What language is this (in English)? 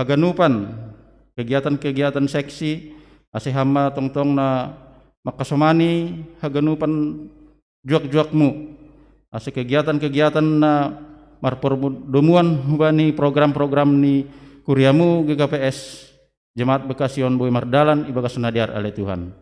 Batak Simalungun